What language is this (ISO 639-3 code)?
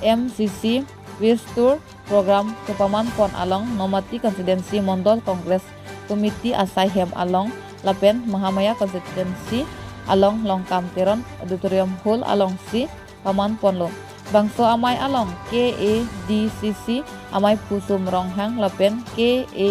mjw